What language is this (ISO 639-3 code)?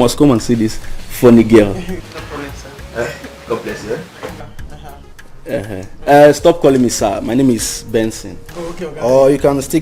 pcm